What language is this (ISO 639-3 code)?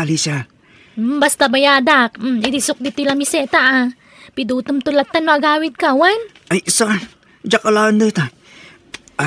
ilo